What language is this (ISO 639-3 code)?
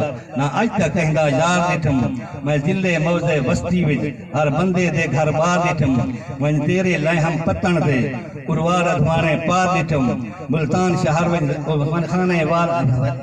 skr